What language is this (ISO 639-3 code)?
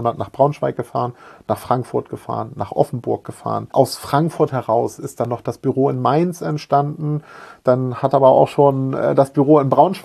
deu